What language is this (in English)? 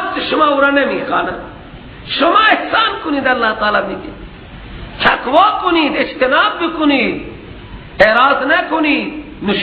Persian